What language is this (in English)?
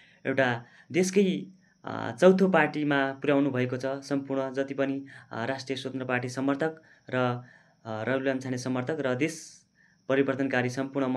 Nepali